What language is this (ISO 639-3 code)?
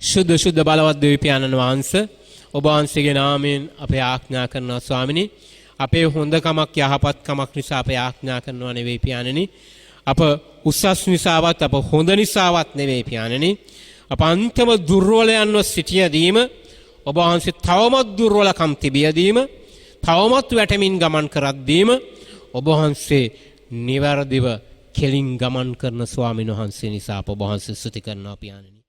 sin